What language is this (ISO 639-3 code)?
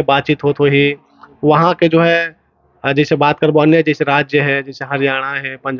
hne